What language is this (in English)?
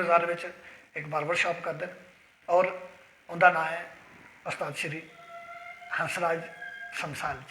Dogri